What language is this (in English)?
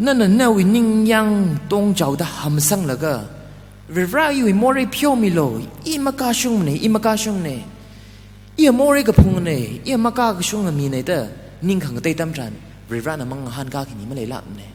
Tangkhul Naga (India)